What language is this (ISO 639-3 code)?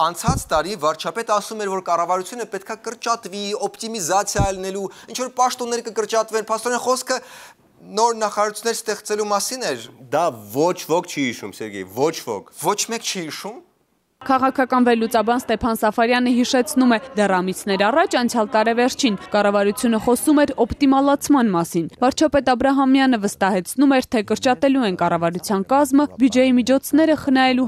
hye